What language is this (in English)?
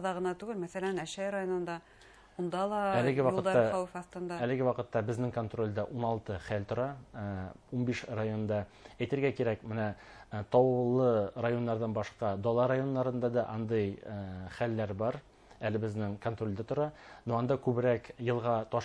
Bashkir